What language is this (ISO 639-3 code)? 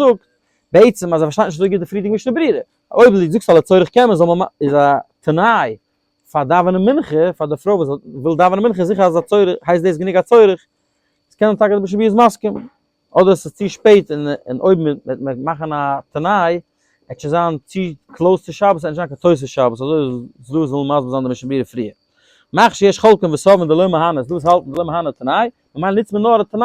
yid